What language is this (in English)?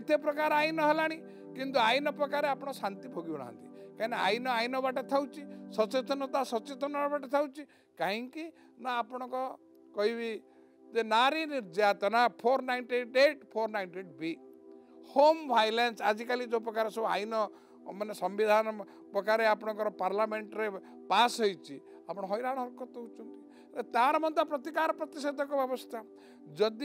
Odia